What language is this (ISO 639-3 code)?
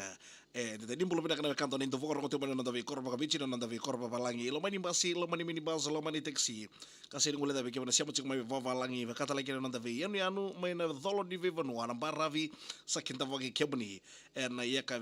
fij